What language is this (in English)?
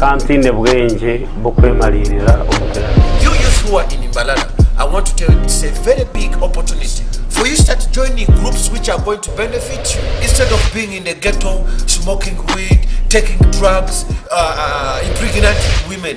Nyankole